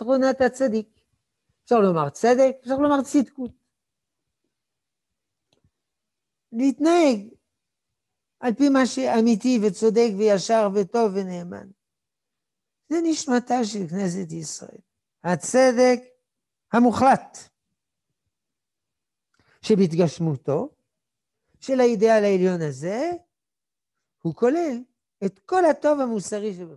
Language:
Hebrew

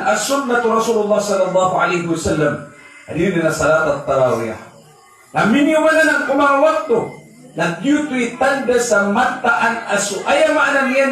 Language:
Maranao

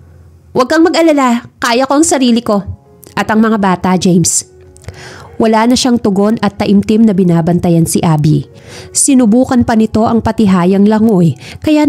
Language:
Filipino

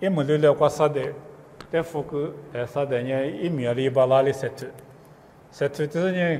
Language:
Lisu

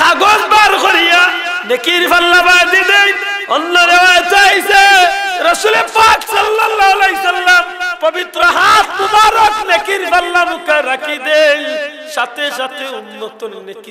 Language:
Sylheti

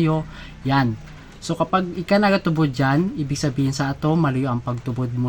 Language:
Bikol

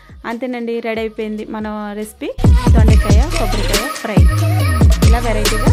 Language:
Telugu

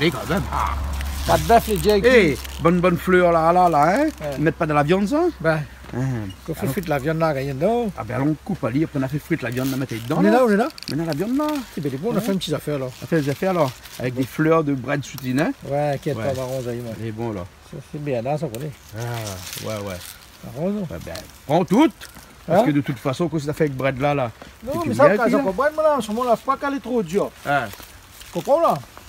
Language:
Réunion Creole French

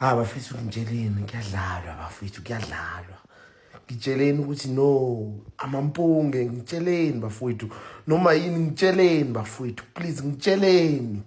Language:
Zulu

